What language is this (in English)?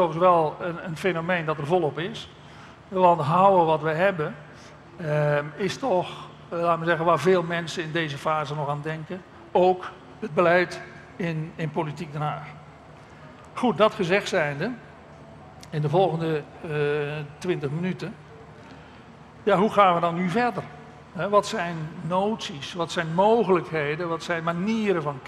Dutch